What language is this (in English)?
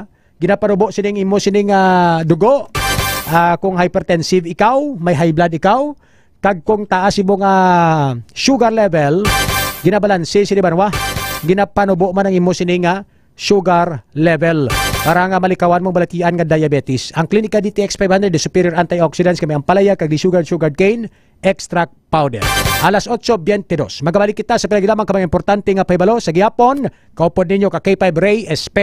Hiligaynon